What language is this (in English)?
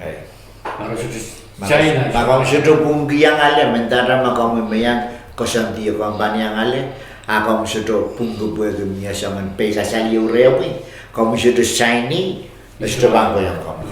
Pohnpeian